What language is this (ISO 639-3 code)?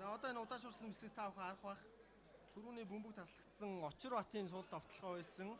mon